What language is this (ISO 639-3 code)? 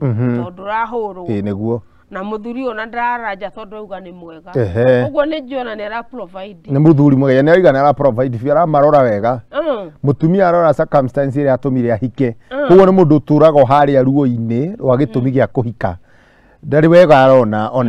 kik